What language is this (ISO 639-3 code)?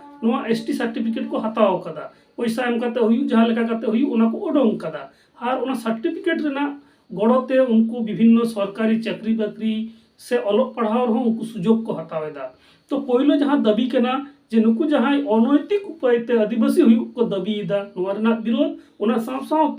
sat